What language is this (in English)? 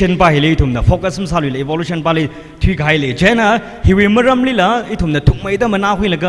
Tangkhul Naga (India)